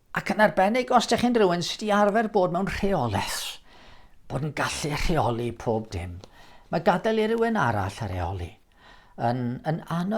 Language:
Welsh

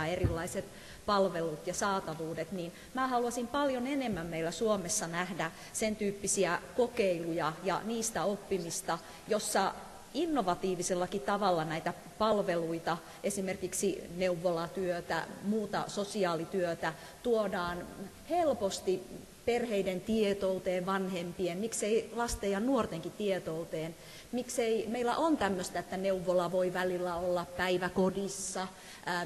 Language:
Finnish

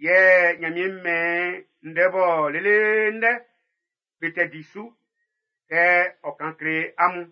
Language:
Baoulé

